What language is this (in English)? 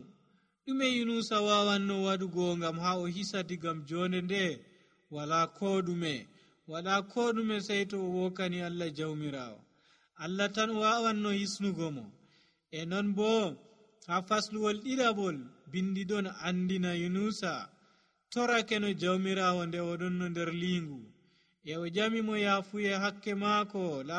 Nigerian Fulfulde